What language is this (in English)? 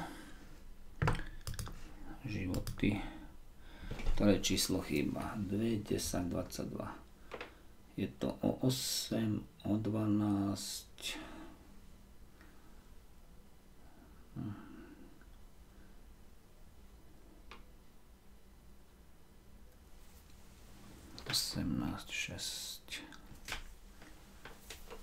Slovak